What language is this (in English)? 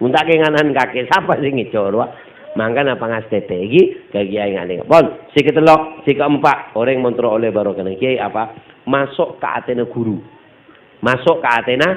Madurese